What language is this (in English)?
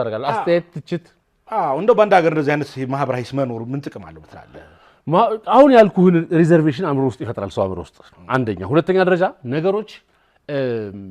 Amharic